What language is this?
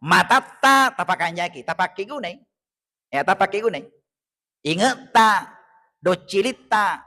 Buginese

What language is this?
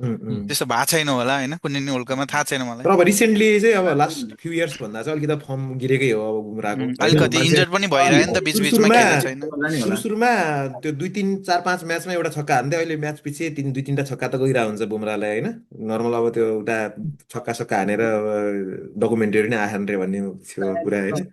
Nepali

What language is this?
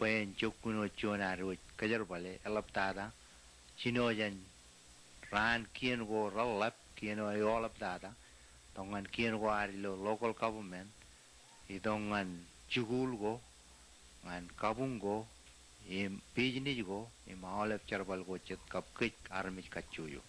Marshallese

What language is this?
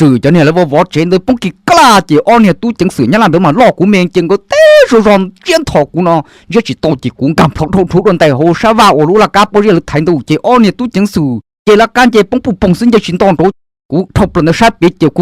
Hmong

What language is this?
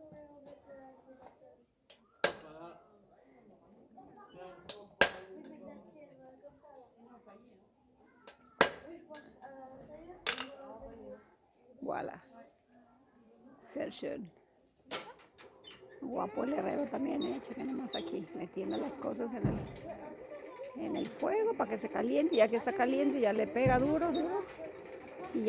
Spanish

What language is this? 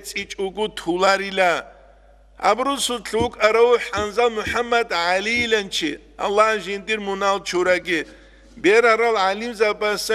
Avaric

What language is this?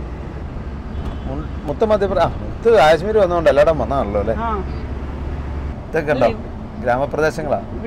Malayalam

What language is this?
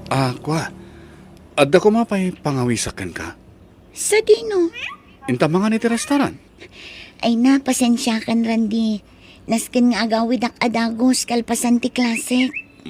Iloko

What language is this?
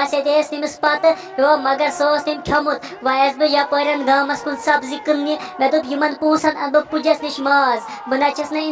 Kashmiri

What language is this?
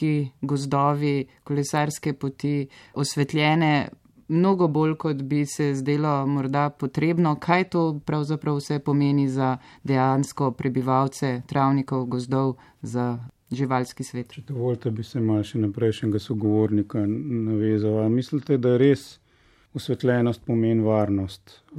Slovenian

